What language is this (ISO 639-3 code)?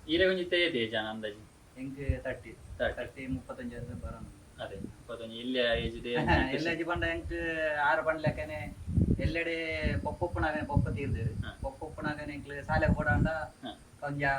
tcy